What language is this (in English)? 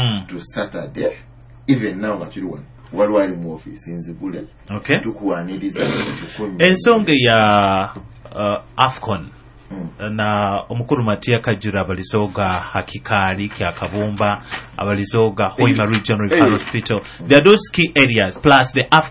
Nyoro